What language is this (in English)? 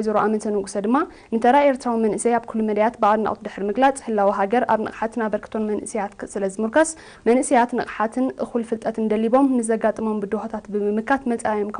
Tigrinya